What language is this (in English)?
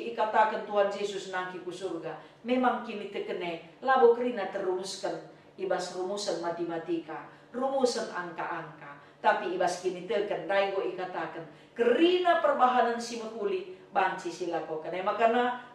Batak Karo